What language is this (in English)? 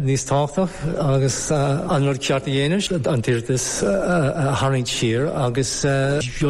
Irish